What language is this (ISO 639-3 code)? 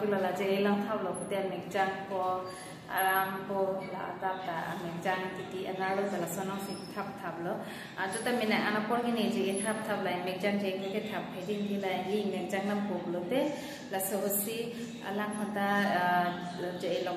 mjw